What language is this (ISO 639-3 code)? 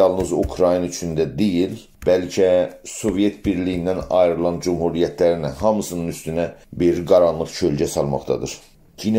azb